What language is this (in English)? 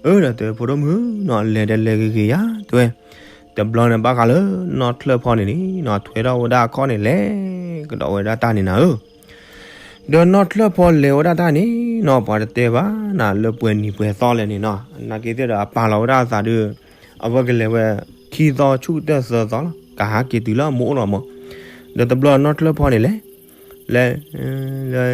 S'gaw Karen